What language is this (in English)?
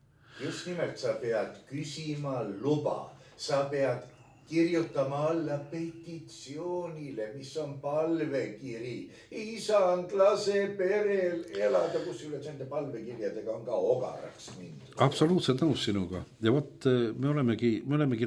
Estonian